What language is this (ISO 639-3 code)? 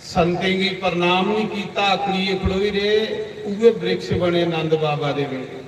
doi